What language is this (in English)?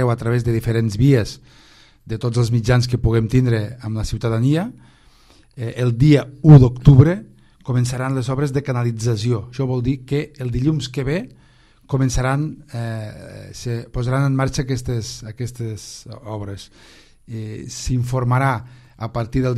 Catalan